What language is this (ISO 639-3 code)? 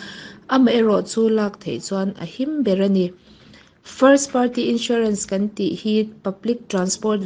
lus